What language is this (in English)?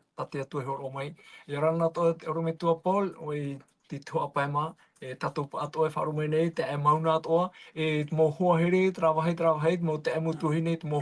Tahitian